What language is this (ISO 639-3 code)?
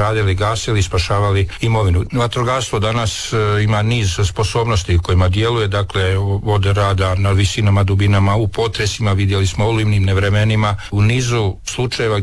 hrv